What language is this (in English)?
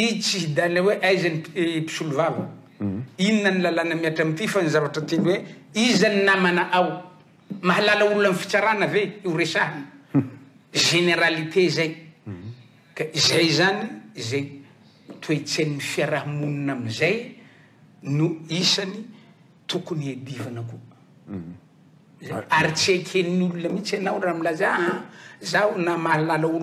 Malagasy